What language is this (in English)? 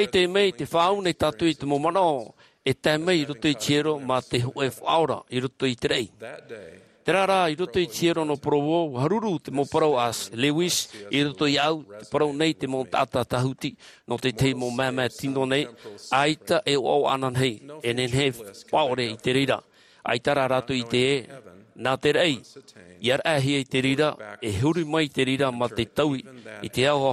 Tahitian